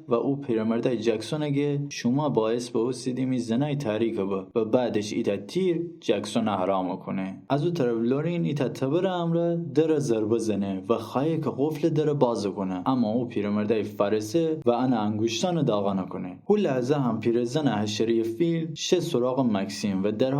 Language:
Gilaki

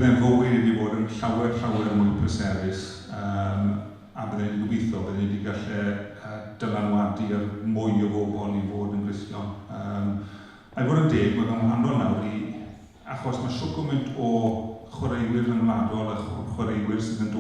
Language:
Welsh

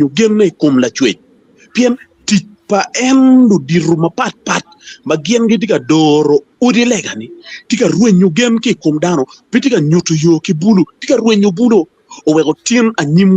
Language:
Acoli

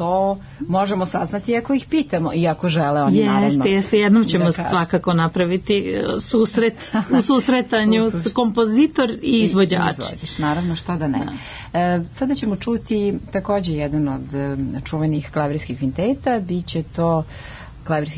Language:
Serbian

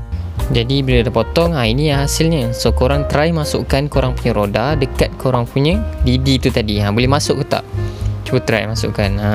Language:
Malay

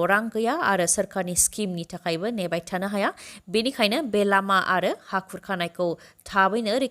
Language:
Bodo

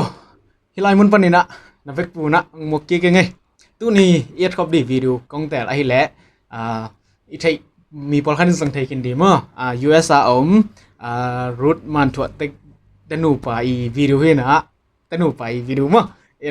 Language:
Tedim Chin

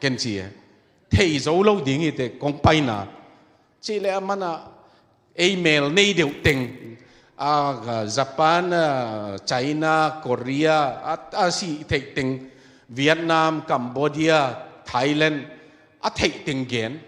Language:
Tedim Chin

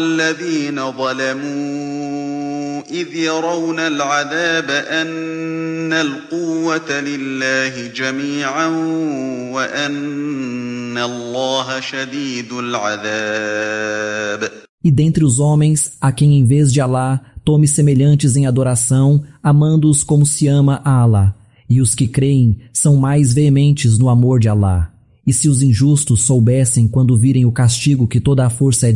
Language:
Galician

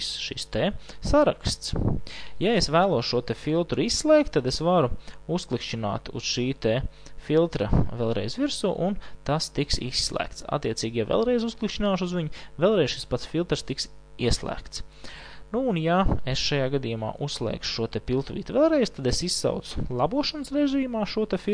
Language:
Latvian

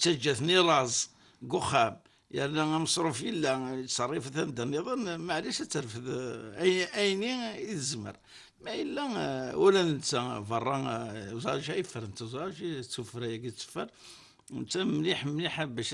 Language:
Kabyle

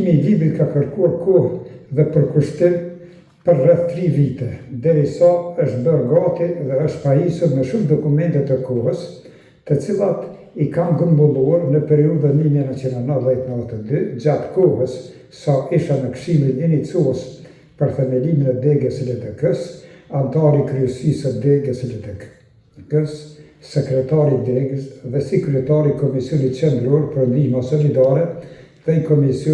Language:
Albanian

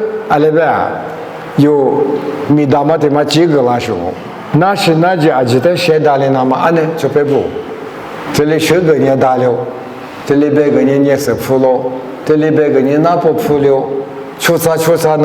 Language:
Lisu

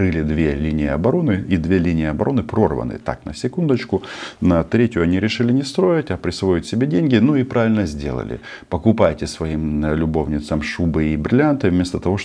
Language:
Russian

